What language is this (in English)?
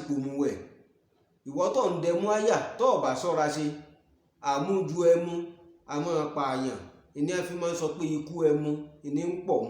Yoruba